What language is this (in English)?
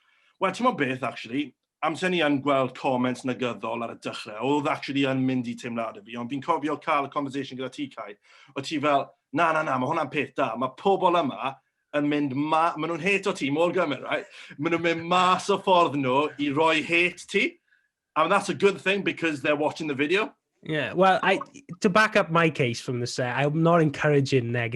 Welsh